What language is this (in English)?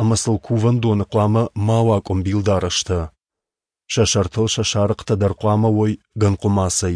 Ossetic